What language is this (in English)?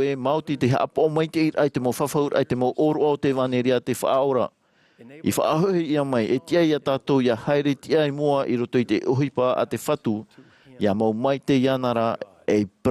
Tahitian